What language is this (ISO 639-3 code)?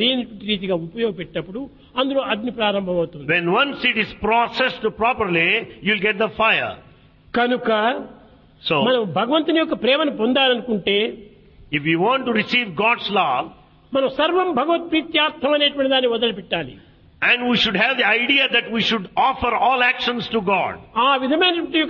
tel